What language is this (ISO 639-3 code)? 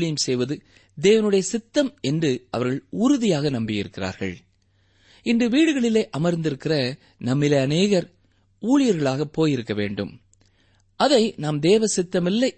tam